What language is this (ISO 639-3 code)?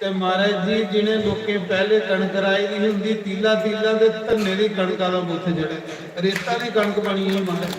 doi